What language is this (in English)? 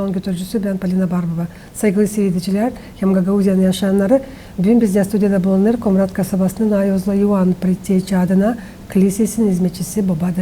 Gagauz